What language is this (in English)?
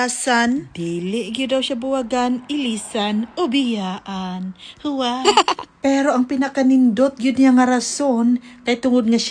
Cebuano